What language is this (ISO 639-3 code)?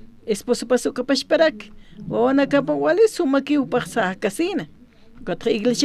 aym